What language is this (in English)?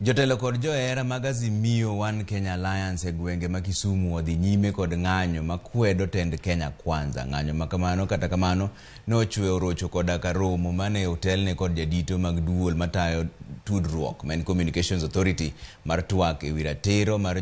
Luo (Kenya and Tanzania)